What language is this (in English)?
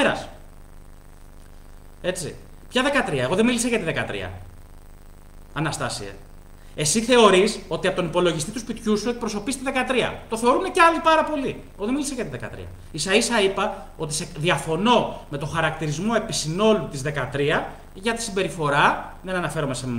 Greek